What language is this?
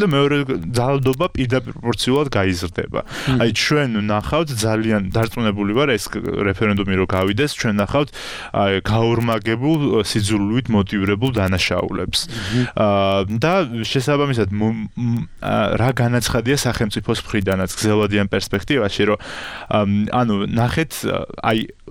Georgian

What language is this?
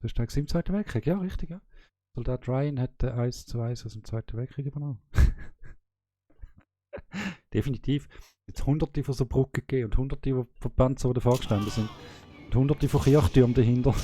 Swiss German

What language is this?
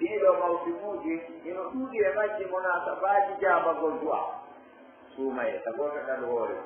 Pular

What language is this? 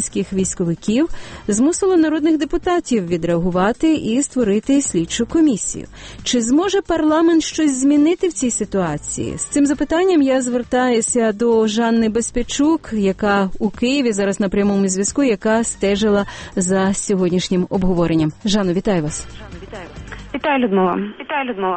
Ukrainian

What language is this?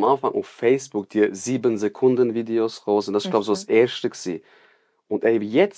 Swiss German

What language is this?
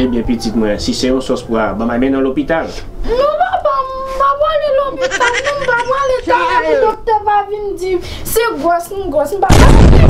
Haitian Creole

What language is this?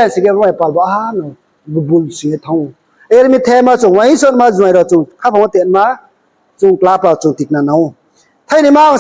Riang (India)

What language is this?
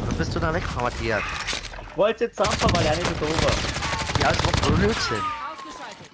Bavarian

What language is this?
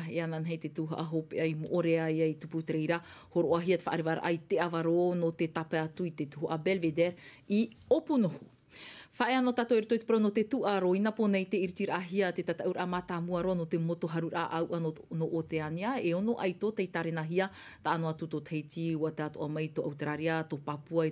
Tahitian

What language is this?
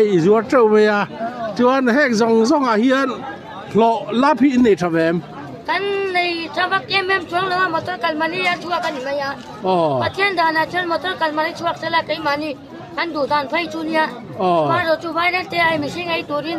Mizo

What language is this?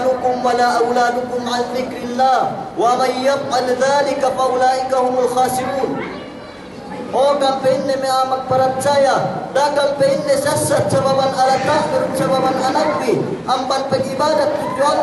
Yakan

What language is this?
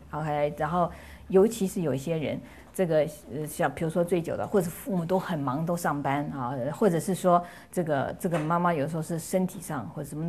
Chinese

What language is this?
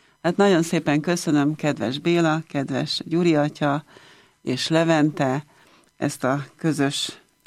Hungarian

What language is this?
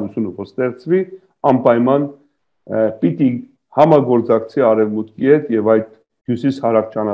Armenian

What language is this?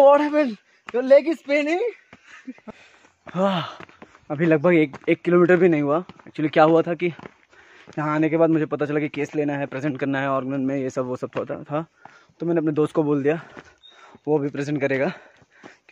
Hindi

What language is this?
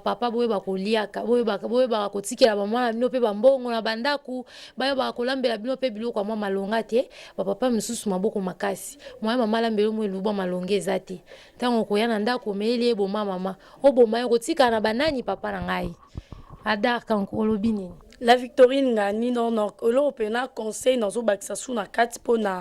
Lingala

